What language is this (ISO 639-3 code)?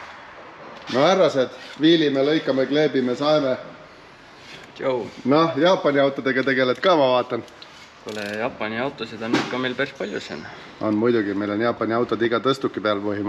est